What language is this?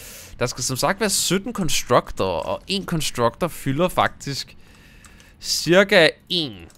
Danish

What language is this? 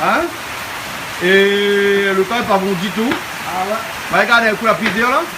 Réunion Creole French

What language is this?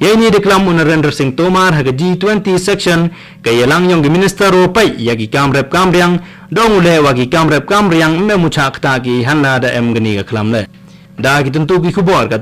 Khasi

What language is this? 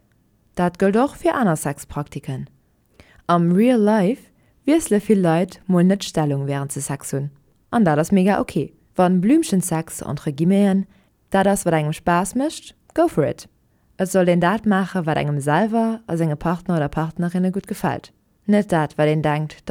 Luxembourgish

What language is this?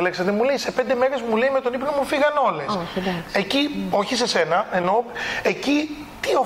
Greek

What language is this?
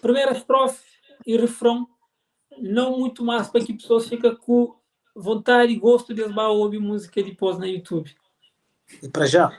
Kabuverdianu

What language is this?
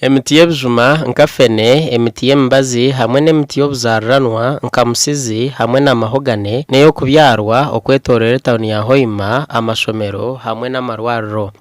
Nyankole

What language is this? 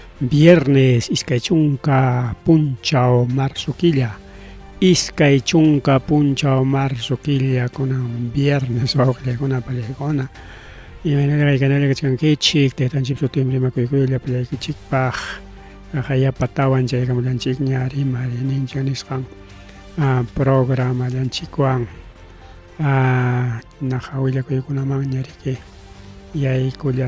Ayacucho Quechua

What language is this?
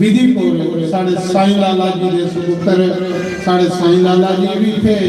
Dogri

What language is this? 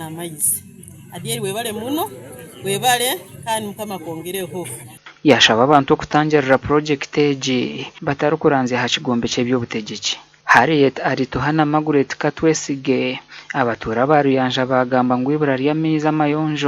Nyankole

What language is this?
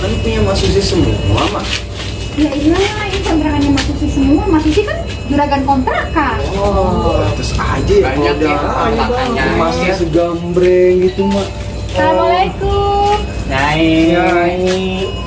Betawi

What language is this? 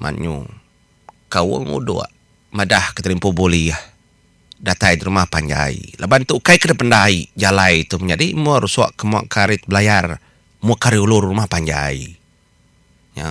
Iban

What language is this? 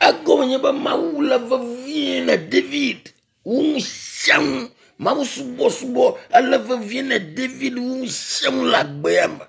Ewe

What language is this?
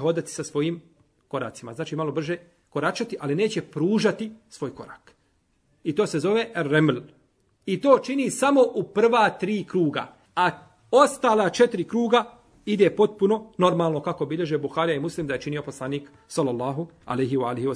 Bosnian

